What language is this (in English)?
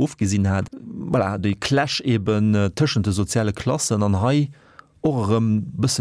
Luxembourgish